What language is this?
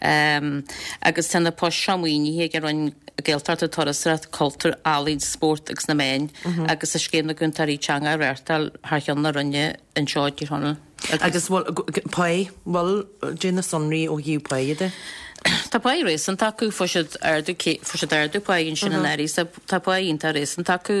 Irish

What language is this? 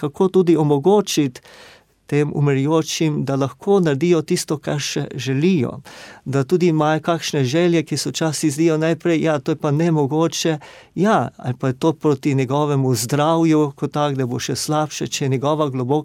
Slovenian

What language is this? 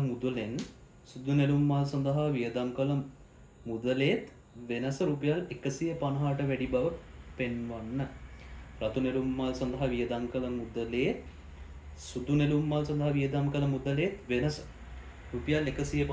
Sinhala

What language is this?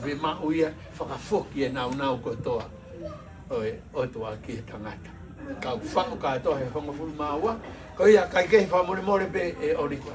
Tongan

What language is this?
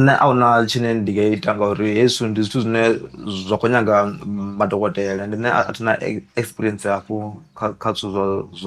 Venda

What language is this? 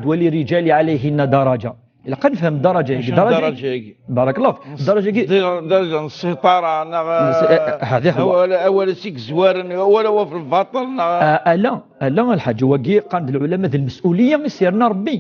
Kabyle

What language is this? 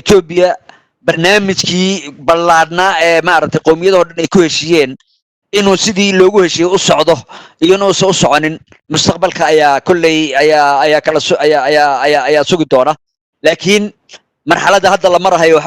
Somali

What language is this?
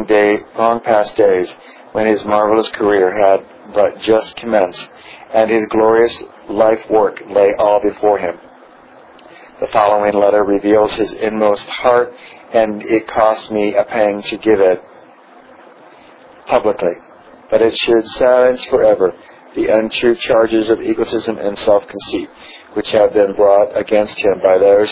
English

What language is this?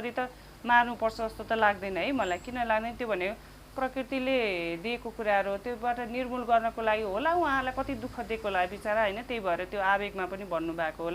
Nepali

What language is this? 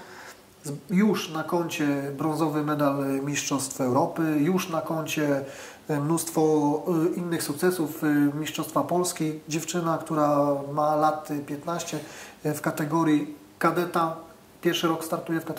Polish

